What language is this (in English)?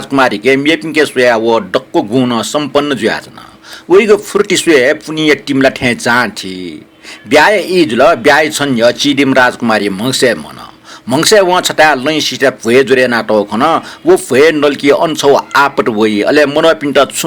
Newari